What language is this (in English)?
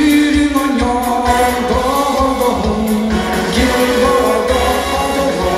Yakut